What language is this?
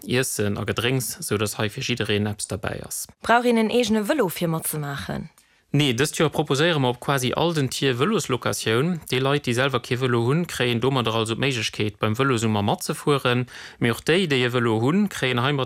Luxembourgish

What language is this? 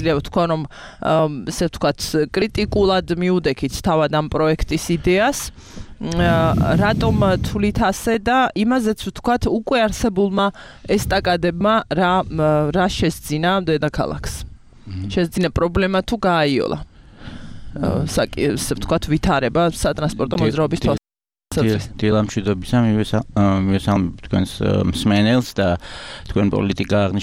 Georgian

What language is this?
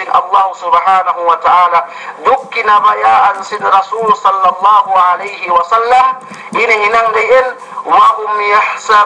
Yakan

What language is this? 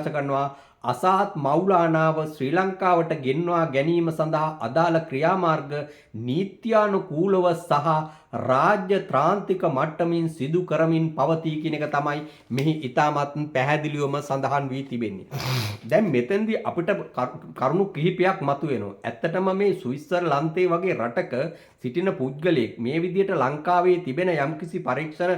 Sinhala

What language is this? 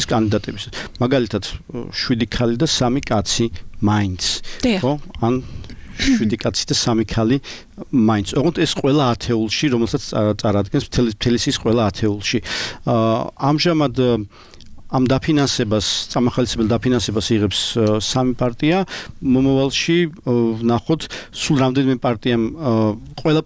Georgian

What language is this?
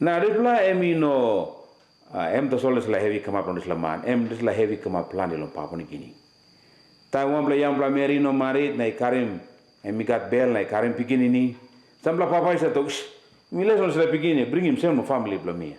Tok Pisin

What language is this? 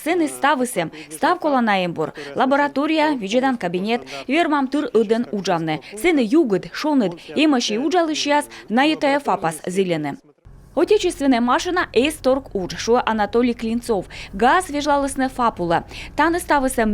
Komi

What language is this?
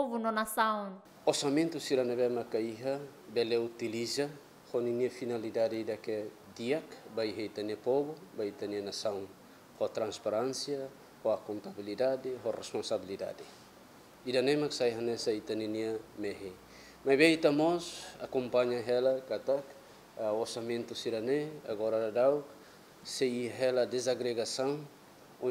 Tetum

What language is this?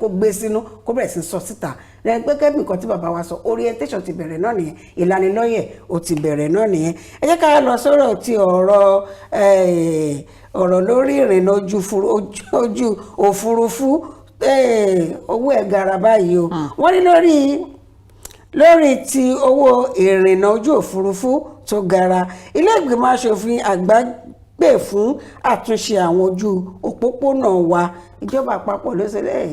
Yoruba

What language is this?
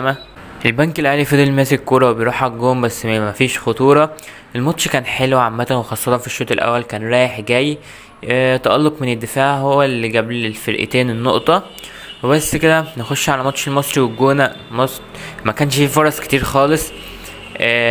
Egyptian Arabic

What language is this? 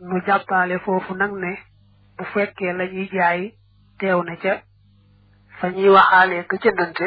Wolof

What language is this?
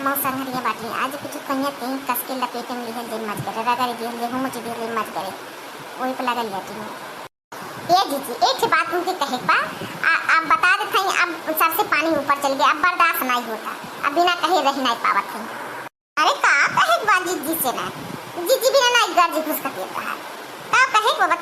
Awadhi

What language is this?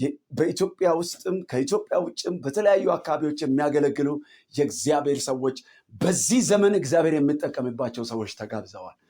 Amharic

